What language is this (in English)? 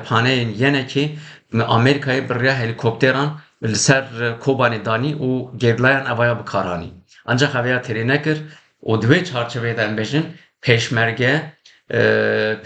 Kurdish